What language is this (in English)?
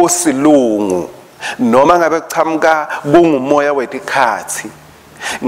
Swati